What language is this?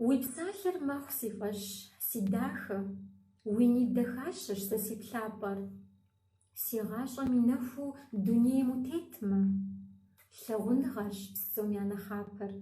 Kabardian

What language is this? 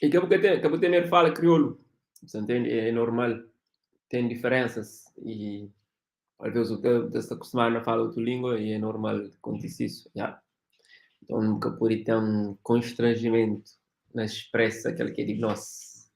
Kabuverdianu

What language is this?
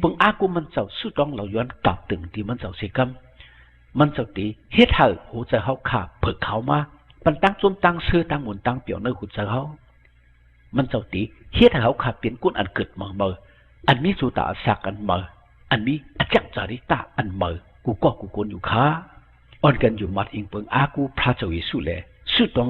Shan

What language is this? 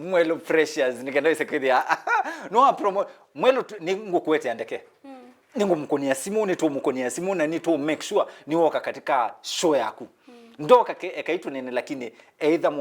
Kamba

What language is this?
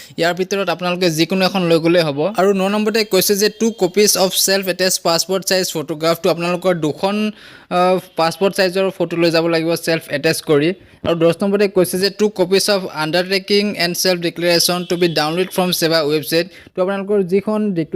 Assamese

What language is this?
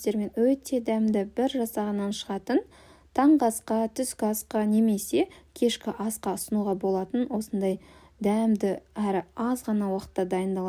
Kazakh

